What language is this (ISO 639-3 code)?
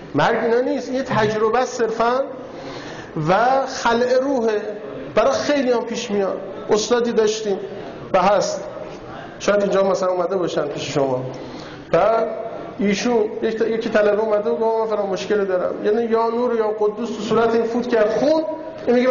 fas